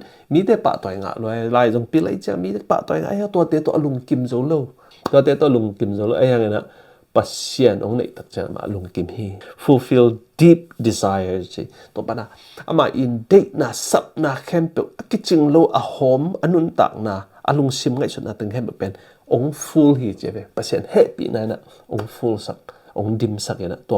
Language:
Tedim Chin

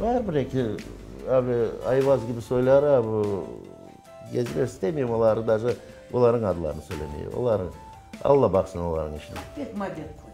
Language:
Crimean Tatar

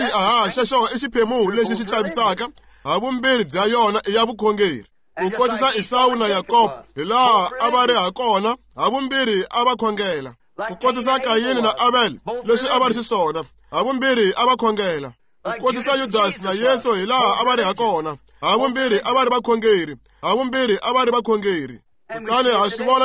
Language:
Tsonga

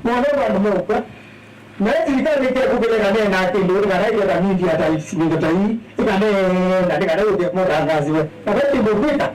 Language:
Kamba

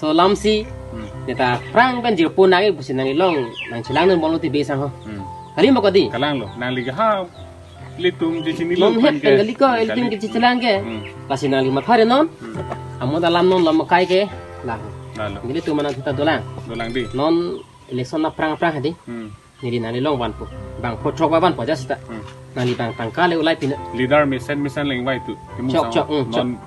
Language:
Karbi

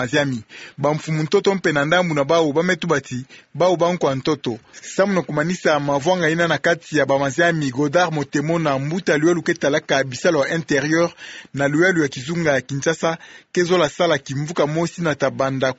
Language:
Kituba (Democratic Republic of Congo)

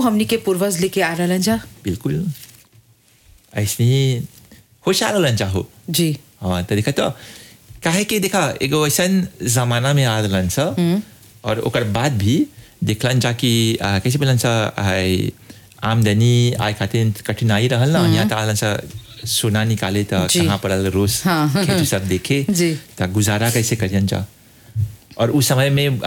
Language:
Bhojpuri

